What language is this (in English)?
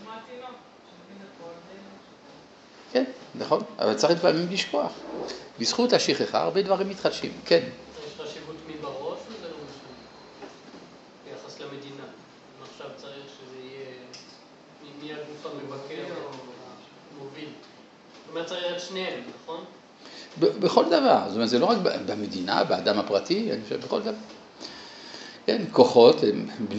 Hebrew